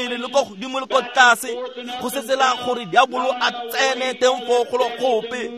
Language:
Tswana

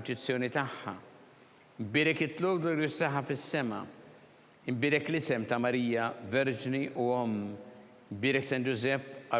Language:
Maltese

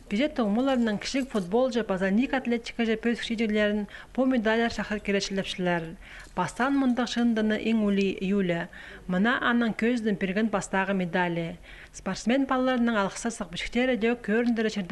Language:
Khakas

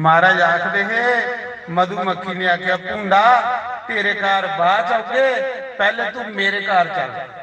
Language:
Dogri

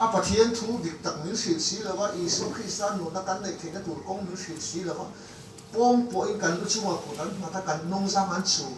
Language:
Mizo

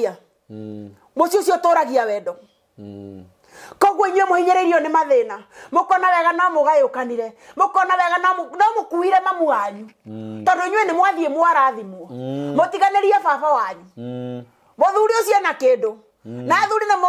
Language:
Kikuyu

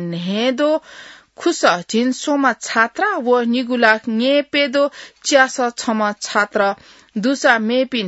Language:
Newari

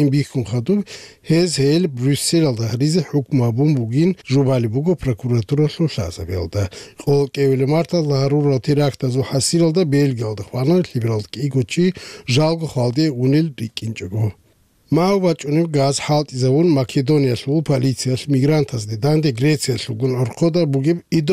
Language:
Avaric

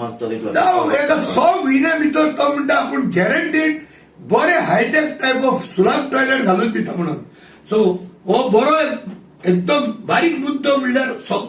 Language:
Konkani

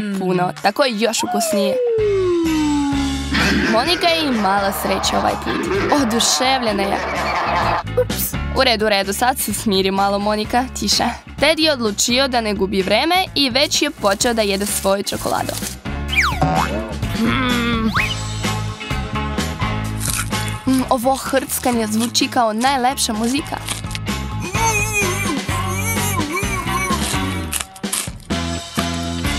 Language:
Serbian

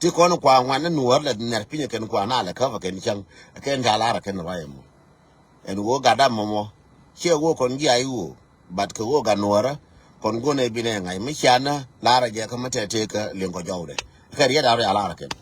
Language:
Nuer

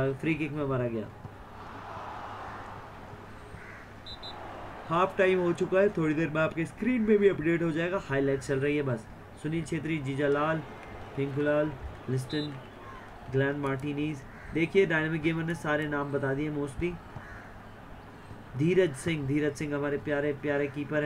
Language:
Hindi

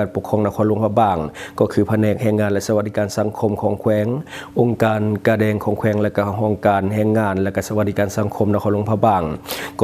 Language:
Lao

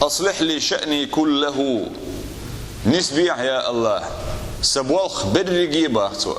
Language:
Chechen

